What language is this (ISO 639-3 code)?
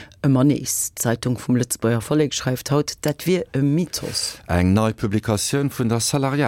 ltz